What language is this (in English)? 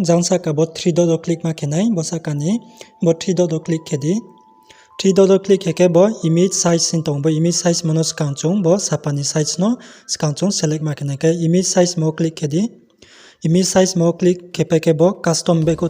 Riang (India)